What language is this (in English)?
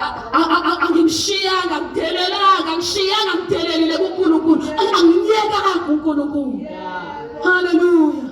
Zulu